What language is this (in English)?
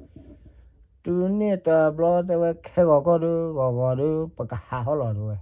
S'gaw Karen